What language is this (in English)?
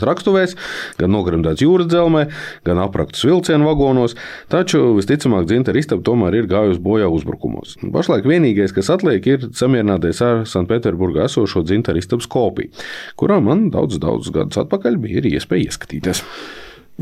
Latvian